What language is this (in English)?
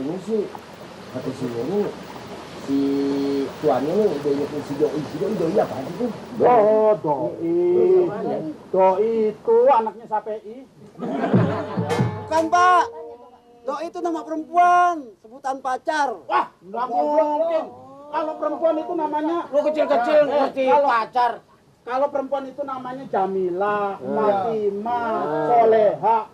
Betawi